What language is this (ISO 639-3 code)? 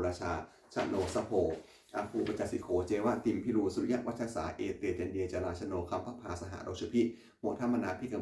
pli